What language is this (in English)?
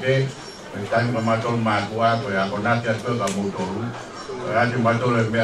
Tongan